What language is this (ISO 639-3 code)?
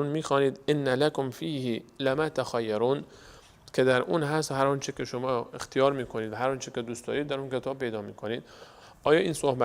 fas